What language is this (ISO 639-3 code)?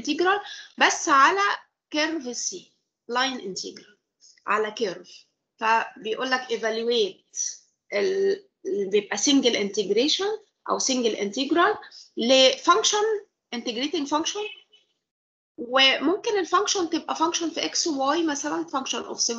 arz